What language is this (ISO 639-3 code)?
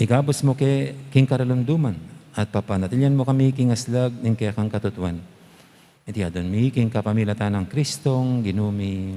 pam